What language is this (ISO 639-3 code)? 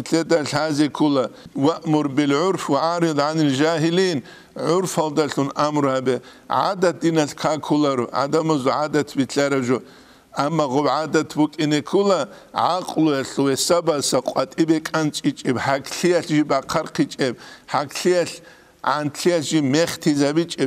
ava